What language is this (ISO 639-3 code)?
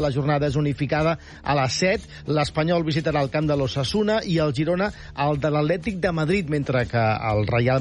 cat